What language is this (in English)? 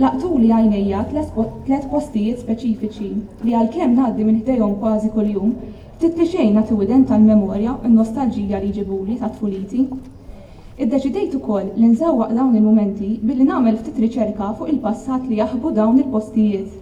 Maltese